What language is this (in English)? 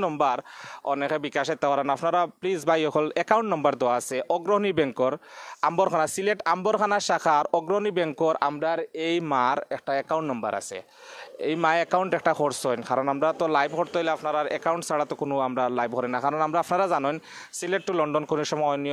Sylheti